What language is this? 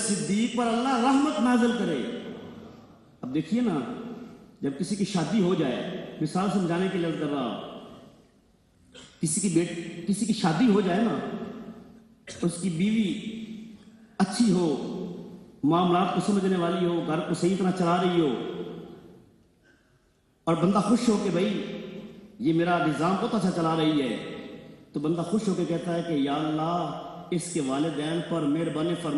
Urdu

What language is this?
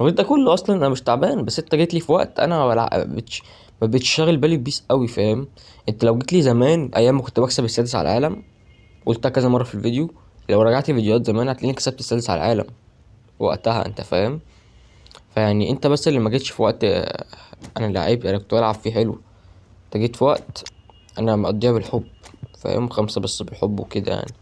Egyptian Arabic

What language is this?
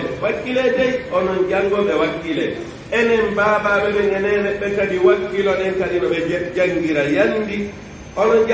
Fula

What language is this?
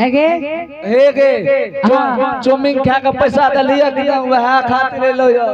Angika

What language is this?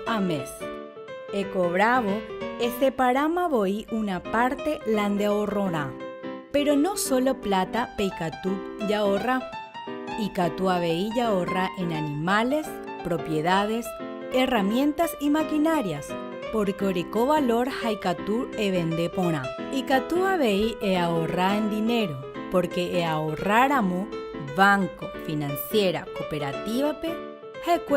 Guarani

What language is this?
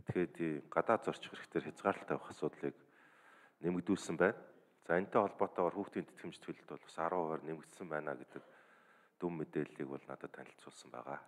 Mongolian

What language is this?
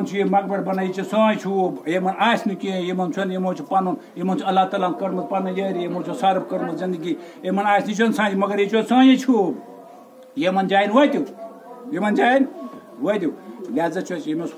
Kashmiri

